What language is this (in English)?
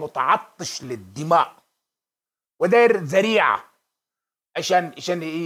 Sudanese Arabic